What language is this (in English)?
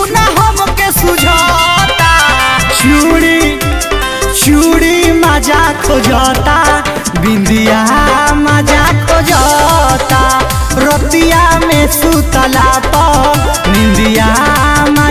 Bhojpuri